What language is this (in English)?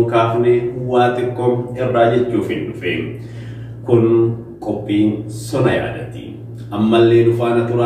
Oromo